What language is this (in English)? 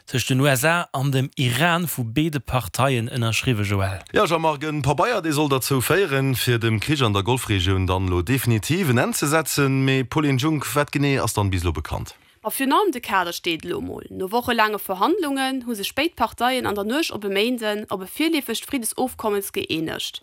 Luxembourgish